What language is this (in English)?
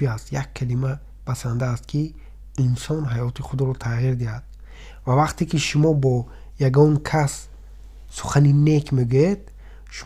Tajik